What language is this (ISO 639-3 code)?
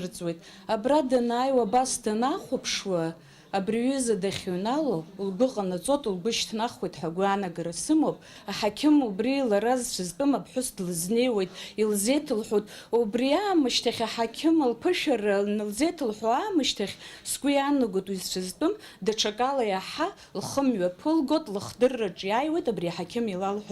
abk